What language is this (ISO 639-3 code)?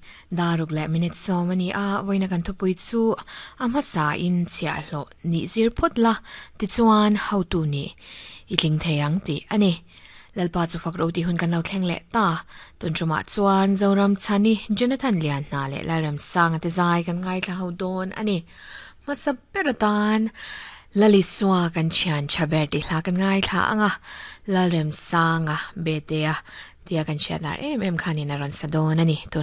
lus